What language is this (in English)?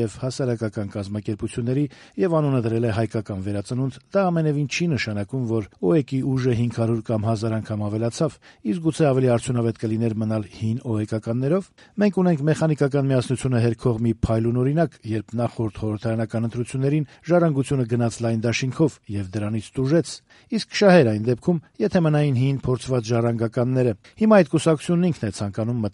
Armenian